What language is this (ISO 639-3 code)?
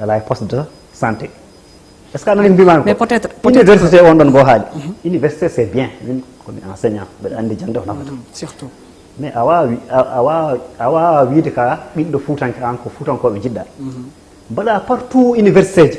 ful